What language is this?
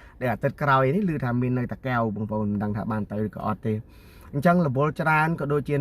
Khmer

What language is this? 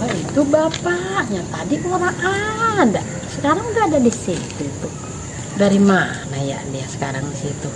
Betawi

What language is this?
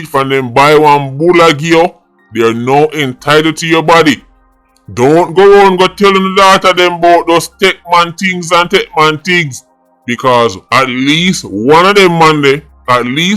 Jamaican Creole English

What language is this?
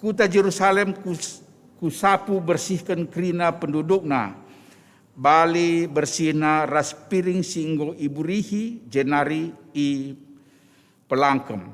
Batak Karo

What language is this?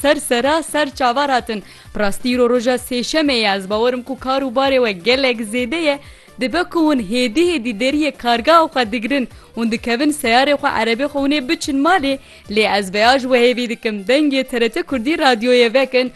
Kurdish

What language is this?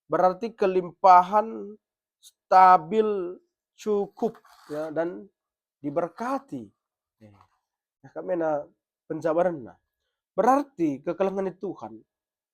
Batak Karo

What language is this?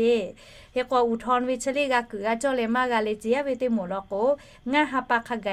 Lahu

